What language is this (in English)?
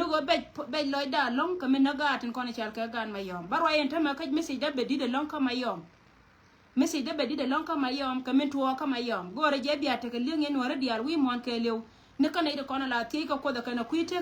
Nuer